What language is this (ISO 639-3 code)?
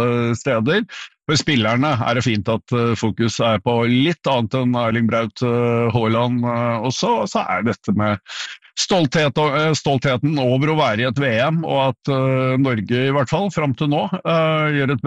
nor